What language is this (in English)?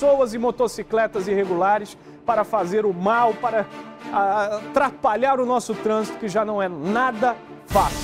Portuguese